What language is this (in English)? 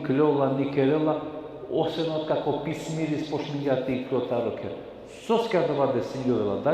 Balkan Romani